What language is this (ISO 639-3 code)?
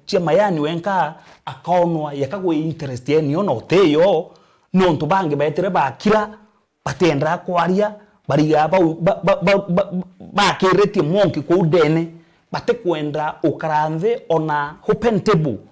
mer